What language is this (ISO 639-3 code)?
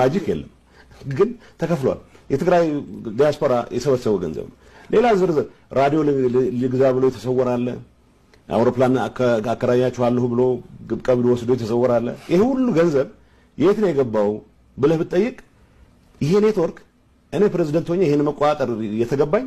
amh